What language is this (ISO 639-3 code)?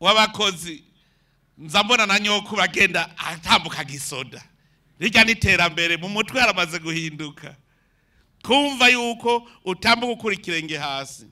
run